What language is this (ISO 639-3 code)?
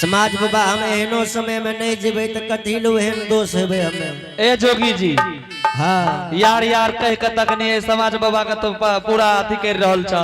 anp